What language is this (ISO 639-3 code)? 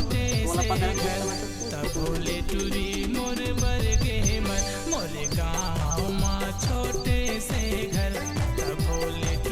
hne